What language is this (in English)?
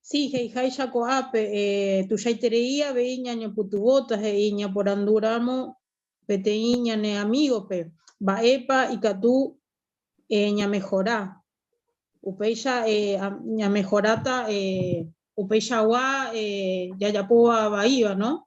Guarani